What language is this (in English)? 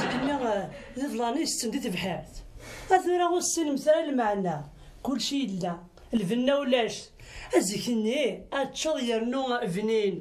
Kabyle